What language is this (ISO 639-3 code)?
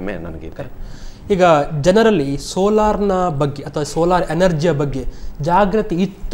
kan